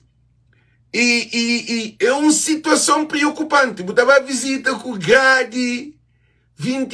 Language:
Kabuverdianu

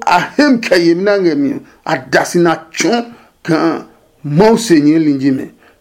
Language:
Adangme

